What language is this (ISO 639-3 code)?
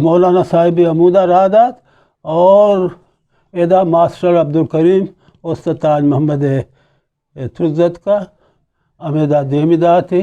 bgp